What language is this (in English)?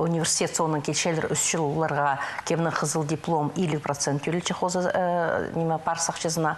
Khakas